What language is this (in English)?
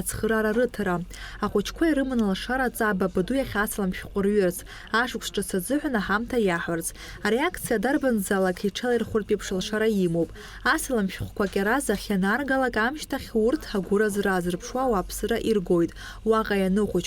Abkhazian